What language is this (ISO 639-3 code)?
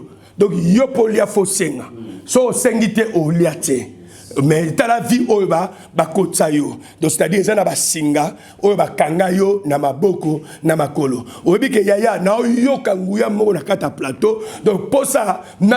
lin